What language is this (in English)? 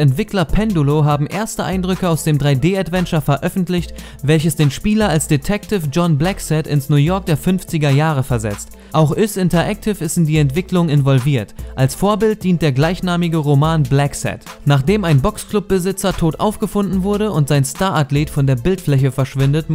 German